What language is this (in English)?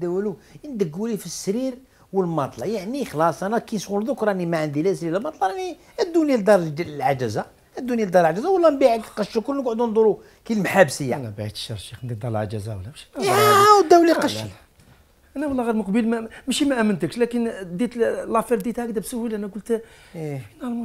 Algerian Arabic